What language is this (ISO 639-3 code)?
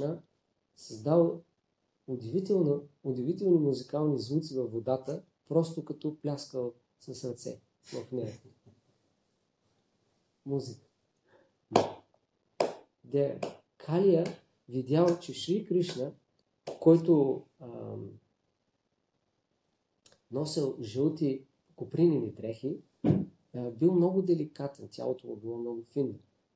bul